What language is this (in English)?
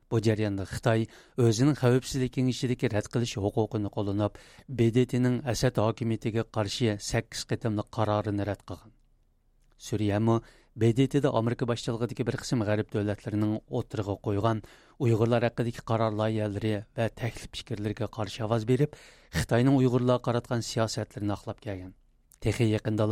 Uyghur